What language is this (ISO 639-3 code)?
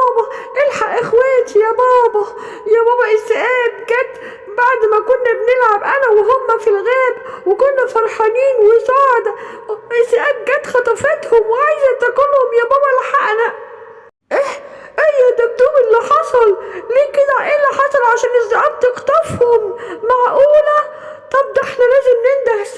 arz